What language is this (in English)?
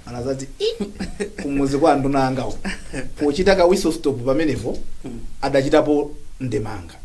Nyanja